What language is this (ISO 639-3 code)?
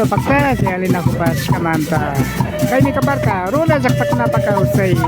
qvi